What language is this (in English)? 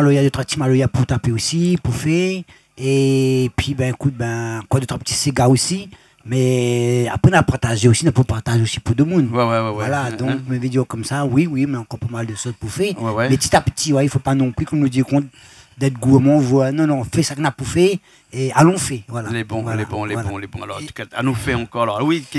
Réunion Creole French